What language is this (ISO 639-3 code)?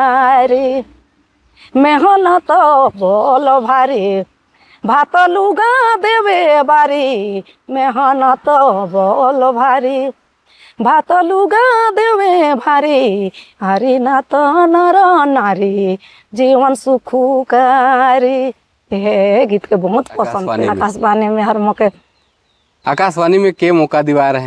sck